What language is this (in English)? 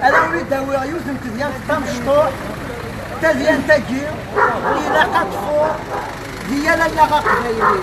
Kabyle